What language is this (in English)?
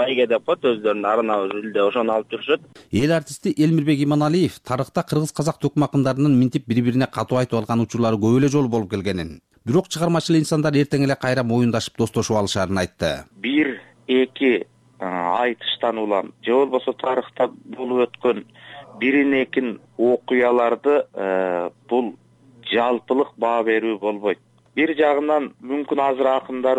Kyrgyz